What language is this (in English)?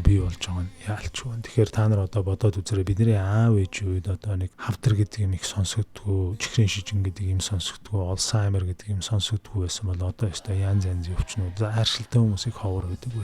Mongolian